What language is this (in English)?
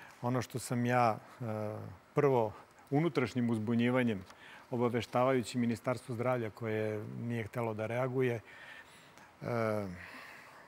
Serbian